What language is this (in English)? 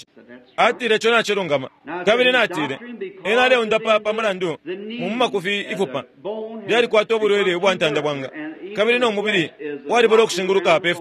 Bemba